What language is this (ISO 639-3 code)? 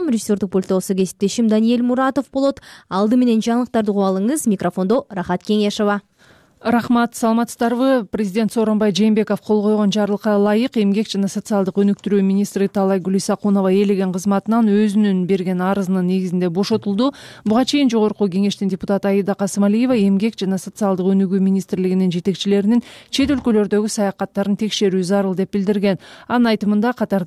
kir